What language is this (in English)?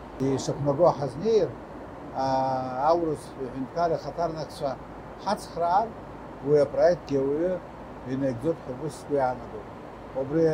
Abkhazian